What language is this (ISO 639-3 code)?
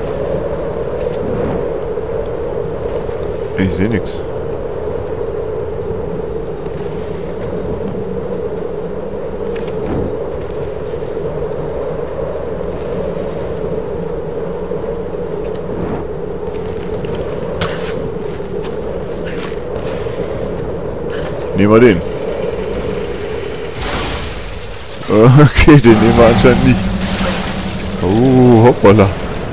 deu